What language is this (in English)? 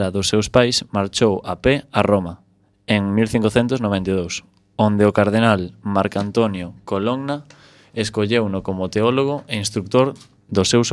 Galician